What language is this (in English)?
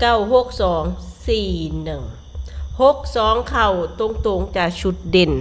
Northeastern Thai